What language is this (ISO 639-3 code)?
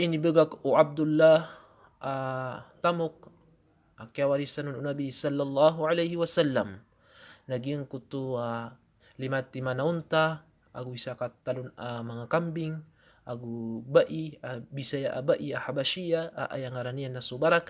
mrw